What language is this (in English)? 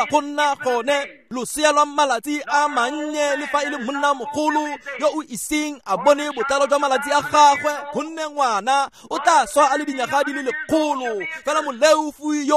Tswana